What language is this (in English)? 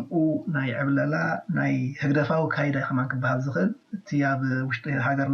Tigrinya